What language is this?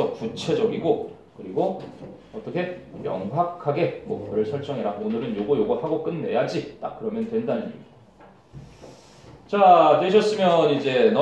Korean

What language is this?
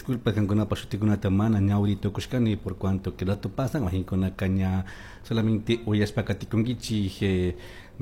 Chimborazo Highland Quichua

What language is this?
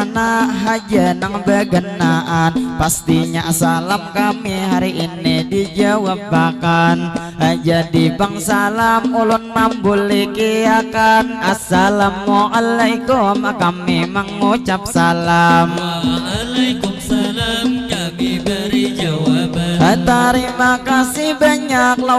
Banjar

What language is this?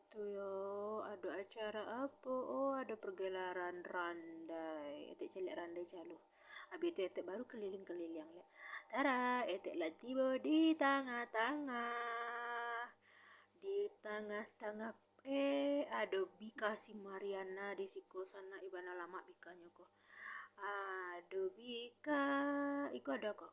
Minangkabau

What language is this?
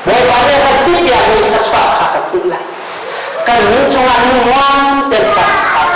Hakha Chin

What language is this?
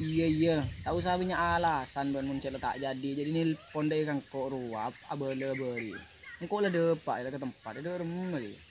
Madurese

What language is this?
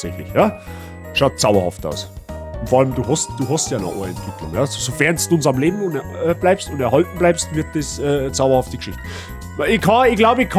Bavarian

